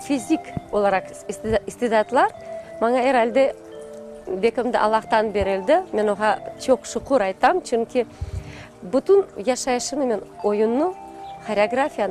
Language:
Crimean Tatar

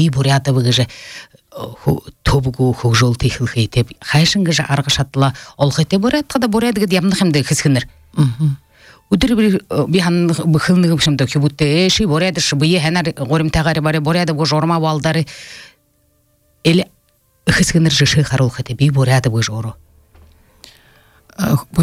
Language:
Buriat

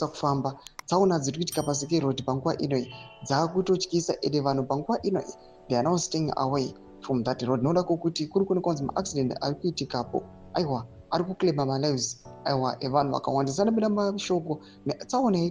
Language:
Shona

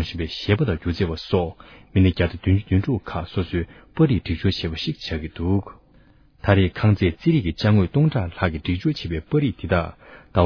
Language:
Tibetan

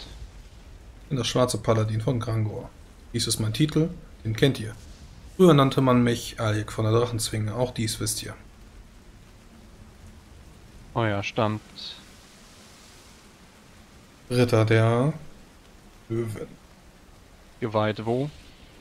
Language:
German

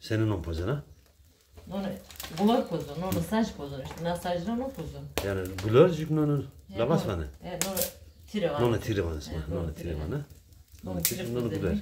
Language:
Zaza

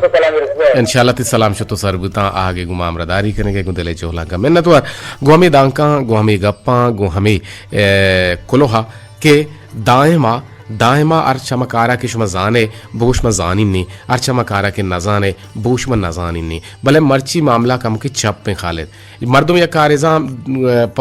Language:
Eastern Balochi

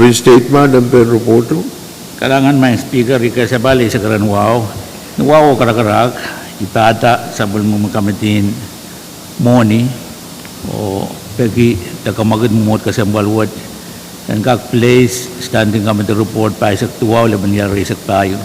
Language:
Pohnpeian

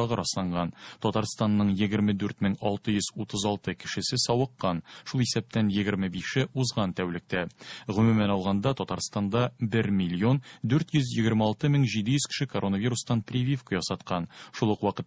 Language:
Tatar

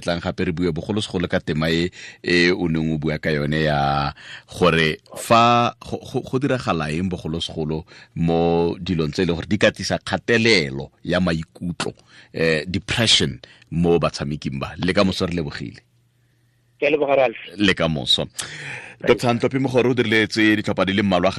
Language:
Tswana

